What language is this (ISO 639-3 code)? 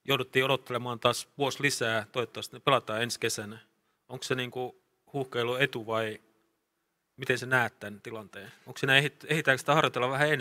fin